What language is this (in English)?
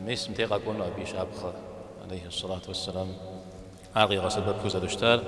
Kabardian